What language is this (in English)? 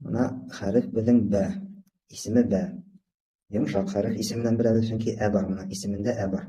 Bashkir